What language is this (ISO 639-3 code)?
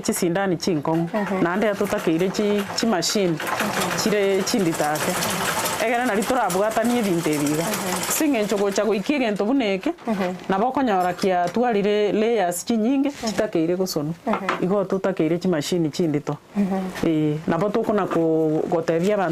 guz